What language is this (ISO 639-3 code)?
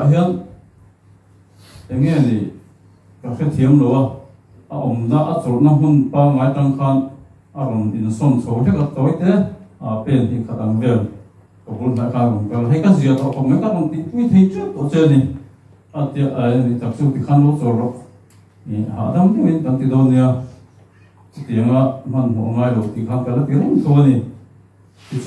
vie